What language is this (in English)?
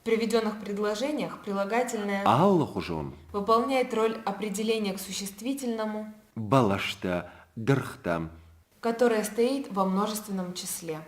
Ossetic